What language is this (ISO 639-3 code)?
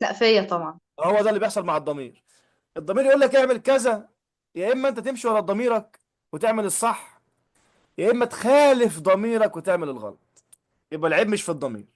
arz